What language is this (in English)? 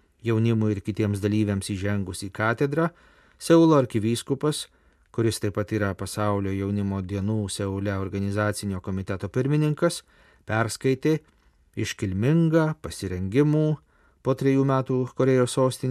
Lithuanian